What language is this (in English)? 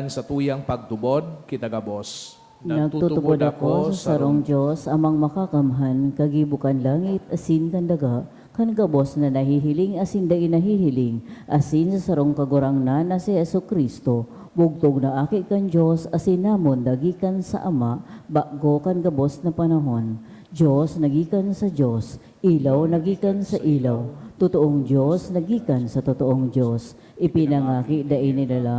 Bikol